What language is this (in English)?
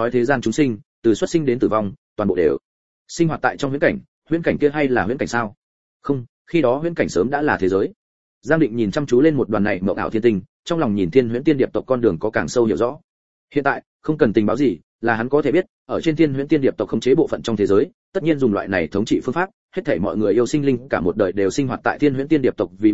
Vietnamese